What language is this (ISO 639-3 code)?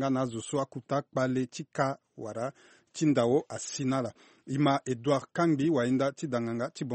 sag